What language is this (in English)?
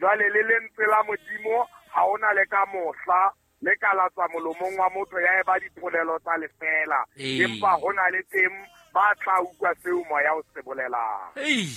Southern Sotho